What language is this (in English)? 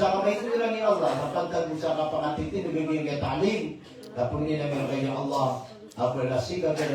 Maranao